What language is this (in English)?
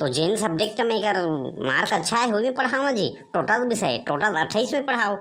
Chhattisgarhi